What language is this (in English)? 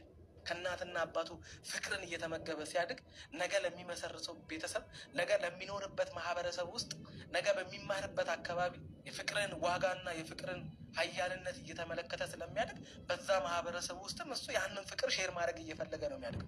Amharic